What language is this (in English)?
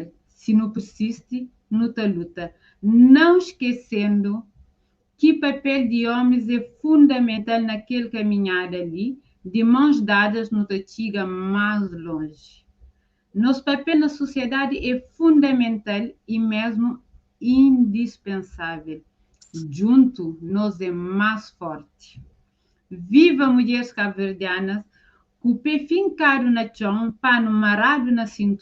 Kabuverdianu